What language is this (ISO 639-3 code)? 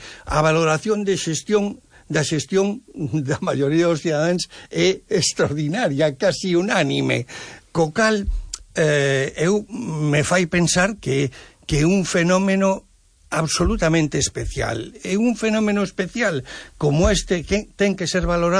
glg